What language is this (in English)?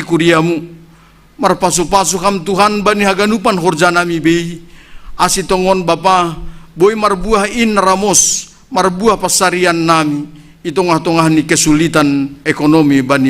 Batak Simalungun